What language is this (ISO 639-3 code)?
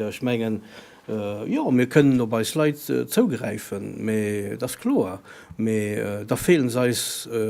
ltz